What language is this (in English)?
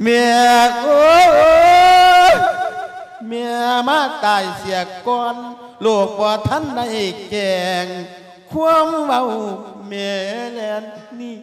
Lao